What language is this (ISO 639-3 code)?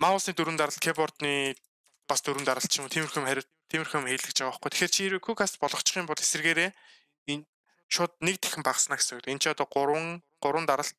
mon